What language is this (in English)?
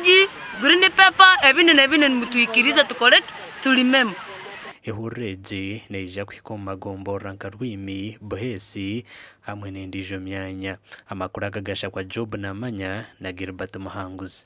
Nyankole